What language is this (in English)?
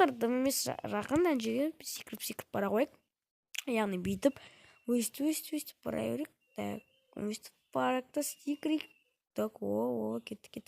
Kazakh